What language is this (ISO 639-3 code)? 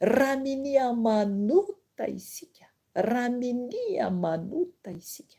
mlg